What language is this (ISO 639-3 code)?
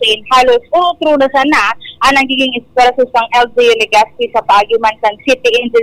bik